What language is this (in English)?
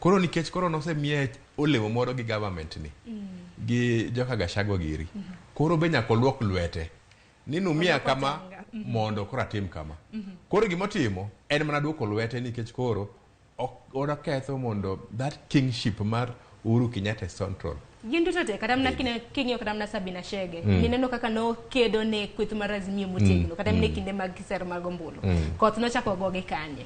Luo (Kenya and Tanzania)